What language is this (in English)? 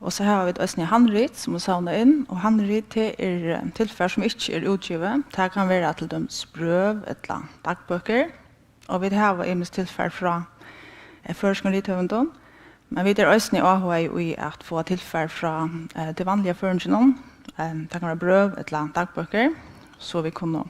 Faroese